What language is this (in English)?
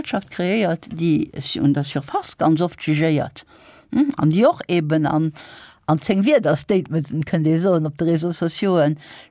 Luxembourgish